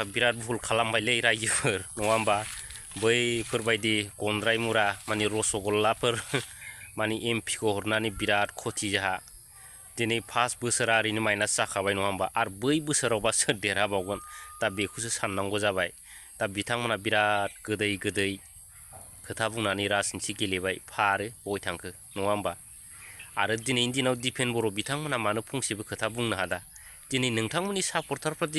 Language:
Bodo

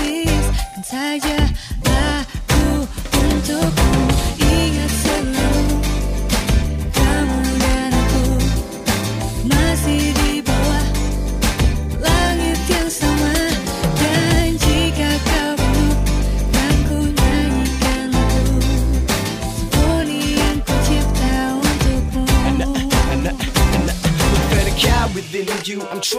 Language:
Indonesian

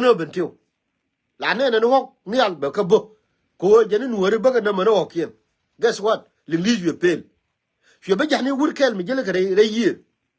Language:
Nuer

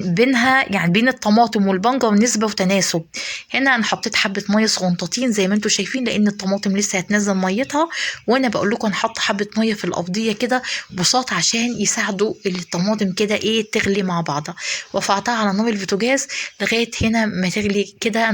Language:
Egyptian Arabic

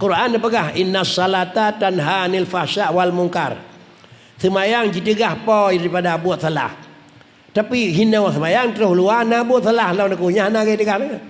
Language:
Achinese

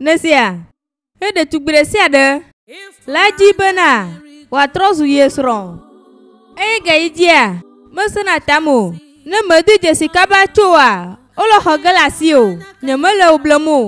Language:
Ewe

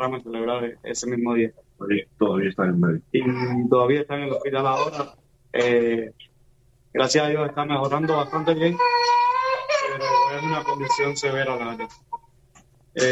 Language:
Spanish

